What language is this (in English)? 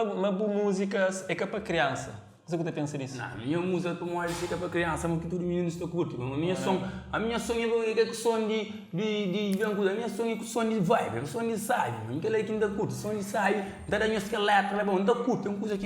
Kabuverdianu